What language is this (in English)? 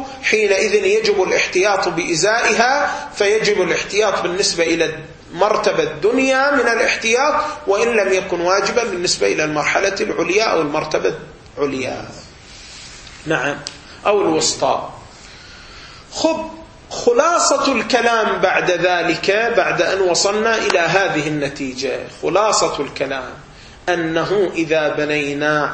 Arabic